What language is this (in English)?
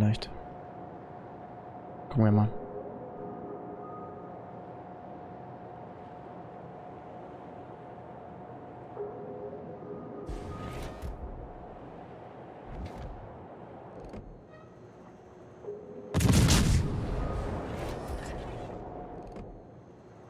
German